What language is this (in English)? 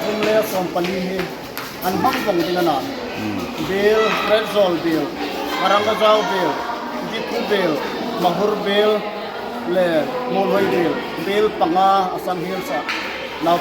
Hmar